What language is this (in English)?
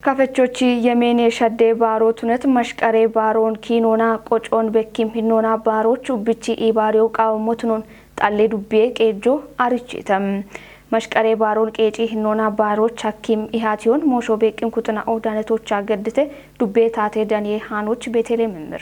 Kafa